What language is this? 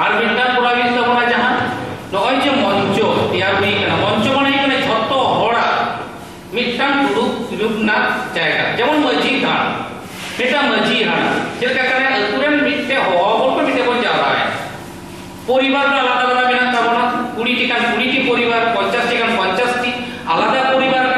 Santali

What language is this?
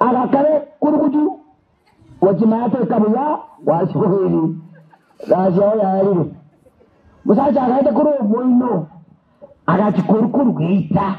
Gusii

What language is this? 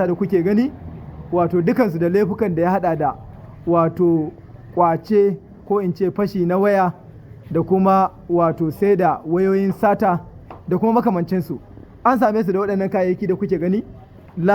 Hausa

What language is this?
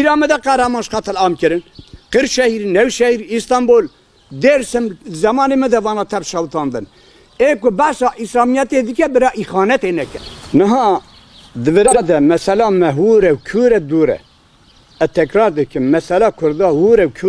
Kurdish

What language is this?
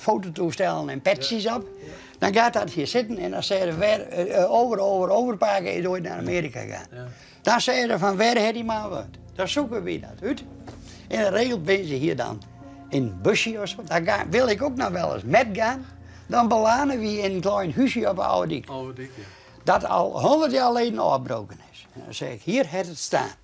Western Frisian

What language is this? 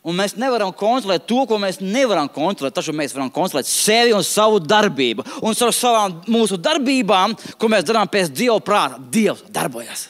Latvian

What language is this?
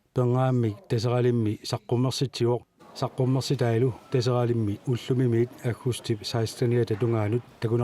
Kalaallisut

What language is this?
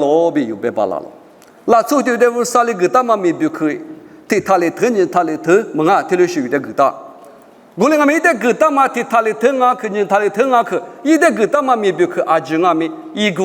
Lisu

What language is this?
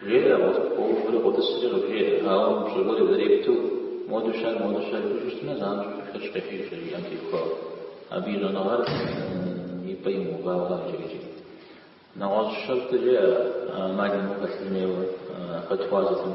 Kabardian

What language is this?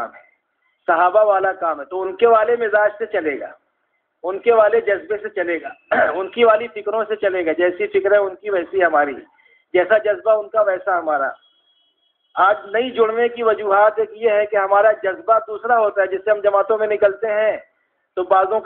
Urdu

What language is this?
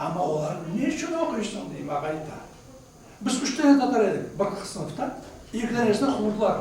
Crimean Tatar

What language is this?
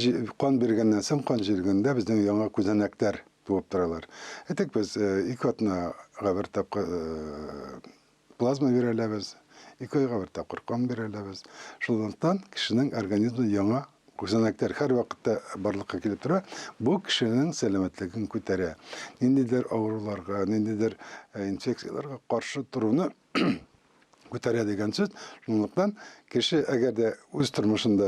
Tatar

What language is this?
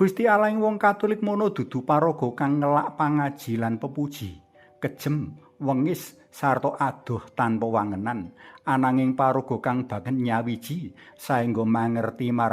Javanese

